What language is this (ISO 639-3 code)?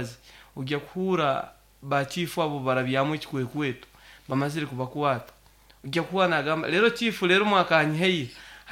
nyo